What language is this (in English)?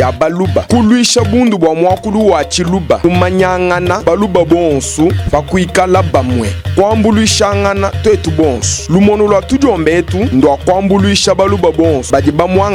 Luba-Lulua